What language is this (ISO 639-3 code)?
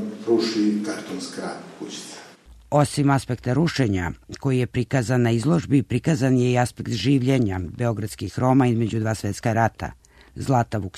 srp